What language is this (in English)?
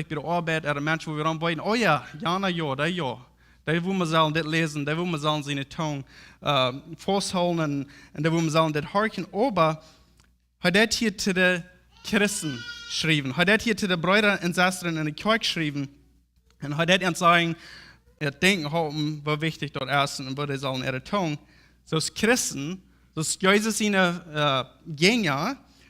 Plautdietsch